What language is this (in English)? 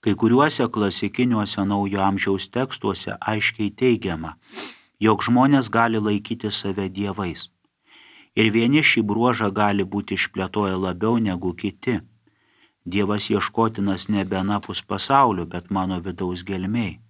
Lithuanian